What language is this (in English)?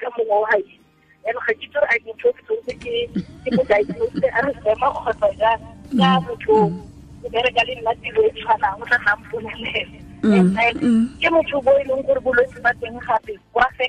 Tswana